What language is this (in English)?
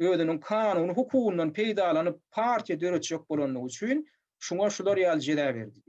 Turkmen